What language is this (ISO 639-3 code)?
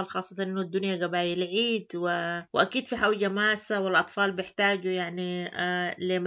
apd